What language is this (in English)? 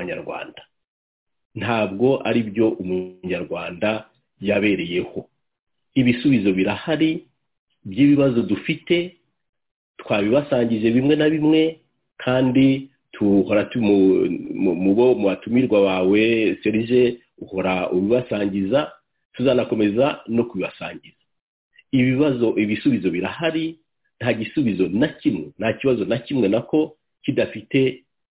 Kinyarwanda